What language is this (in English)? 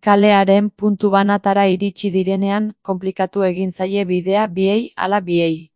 Basque